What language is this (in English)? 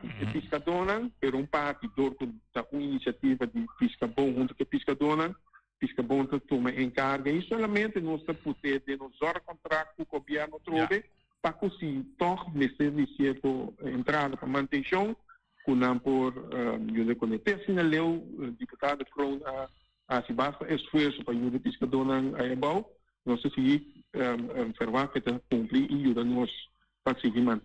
Papiamento